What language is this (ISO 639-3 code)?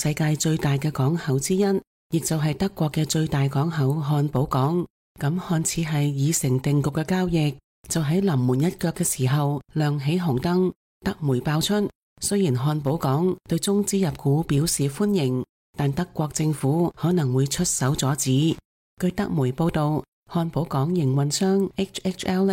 yue